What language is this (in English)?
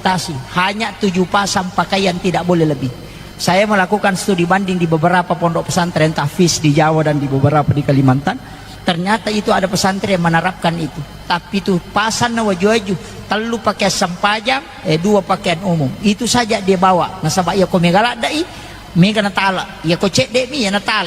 Buginese